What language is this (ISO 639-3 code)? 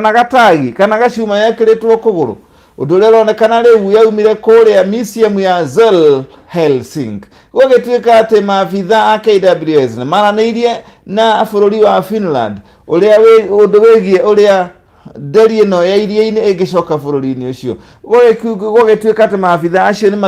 kik